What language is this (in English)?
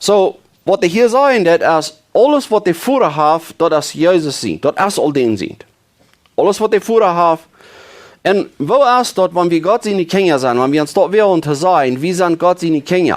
Plautdietsch